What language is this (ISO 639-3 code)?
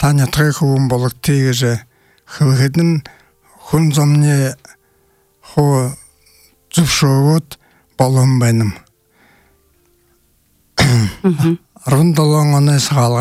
bua